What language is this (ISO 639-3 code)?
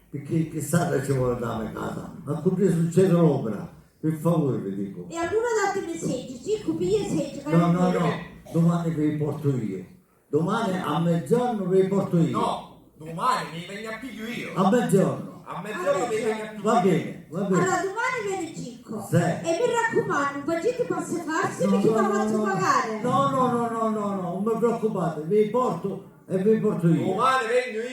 scn